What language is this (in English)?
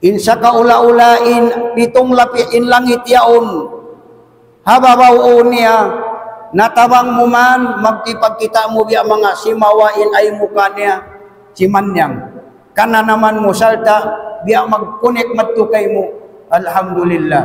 Tausug